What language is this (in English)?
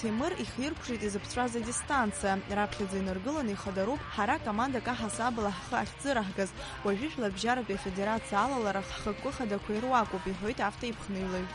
Abkhazian